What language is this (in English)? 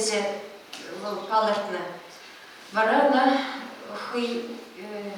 Chuvash